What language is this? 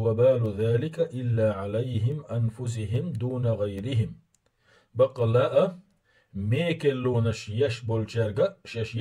Chechen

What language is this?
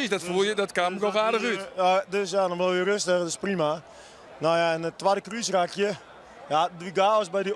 Western Frisian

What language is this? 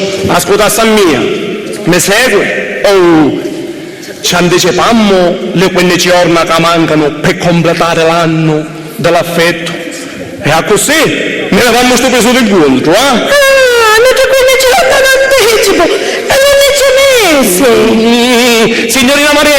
Sicilian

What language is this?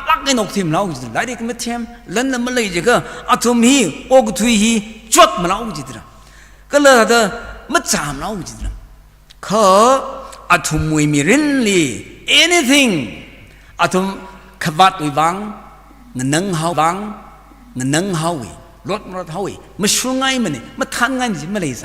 Tangkhul Naga (India)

